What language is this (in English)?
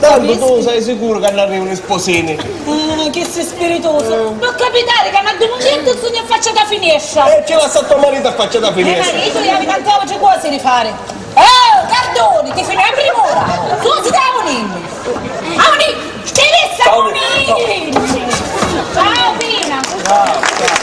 Sicilian